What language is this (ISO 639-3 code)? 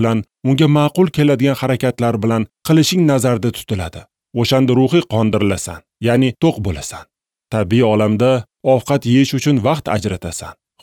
uzb